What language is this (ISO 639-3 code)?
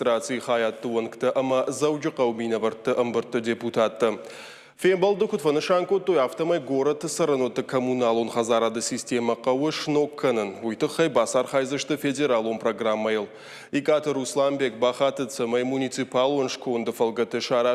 oss